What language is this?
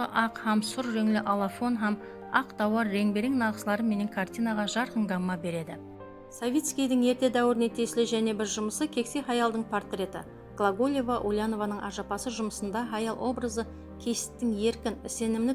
Kara-Kalpak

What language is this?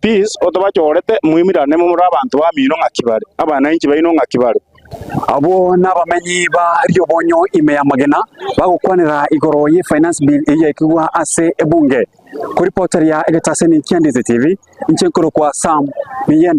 Gusii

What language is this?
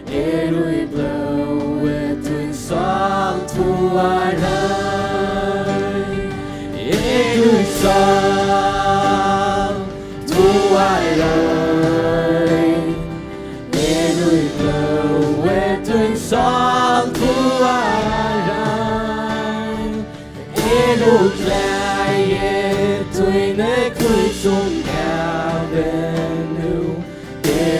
Faroese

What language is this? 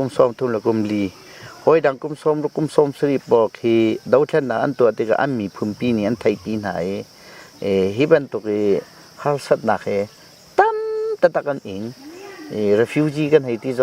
Hakha Chin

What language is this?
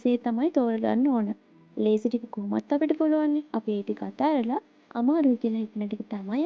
Sinhala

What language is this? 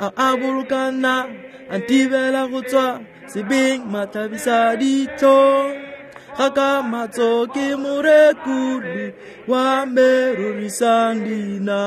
Tswana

